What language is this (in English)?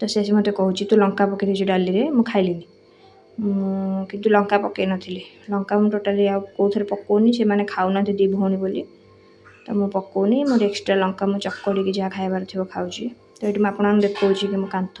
Odia